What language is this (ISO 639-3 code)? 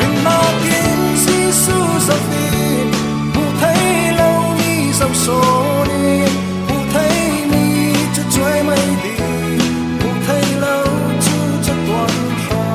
cfm